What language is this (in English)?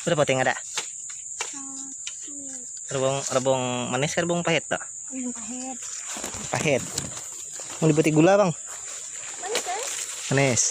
Banjar